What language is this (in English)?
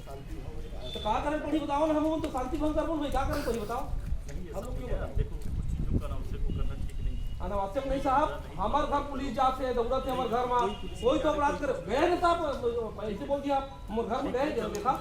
Chhattisgarhi